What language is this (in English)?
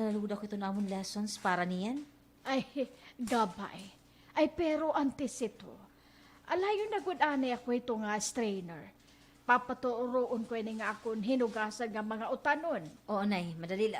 Waray